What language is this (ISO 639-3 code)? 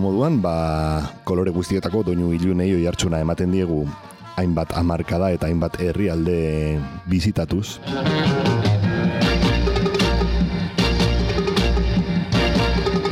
eus